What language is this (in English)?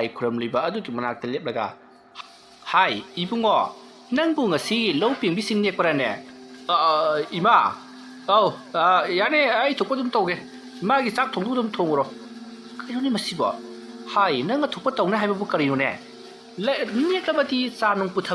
Manipuri